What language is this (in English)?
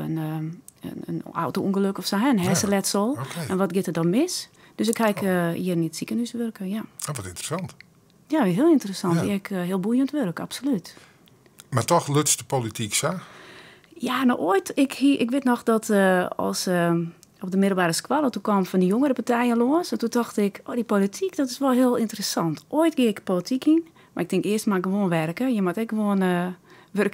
Western Frisian